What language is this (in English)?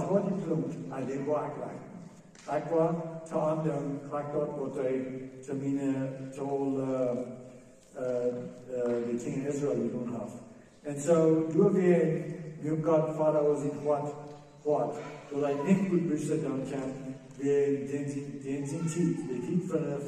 Plautdietsch